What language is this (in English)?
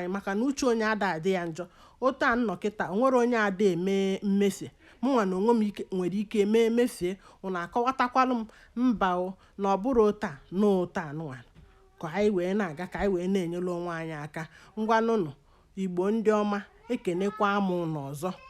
Igbo